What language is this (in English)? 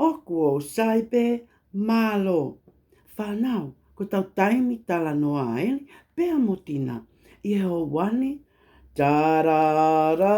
Tongan